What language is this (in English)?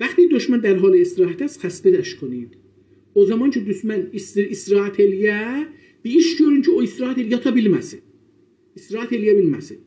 South Azerbaijani